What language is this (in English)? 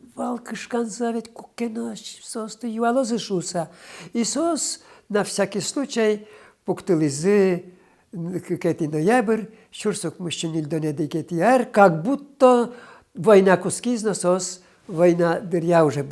Udmurt